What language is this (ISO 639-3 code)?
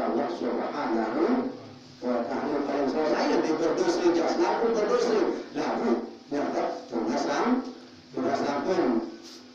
sas